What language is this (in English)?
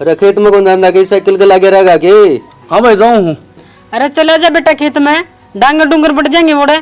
Haryanvi